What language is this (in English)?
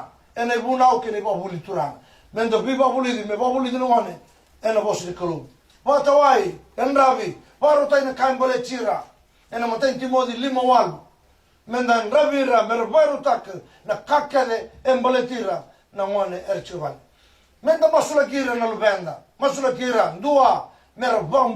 Fijian